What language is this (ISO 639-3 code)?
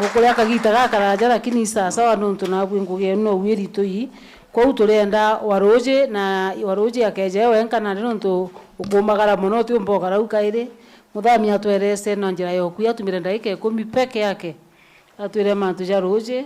mer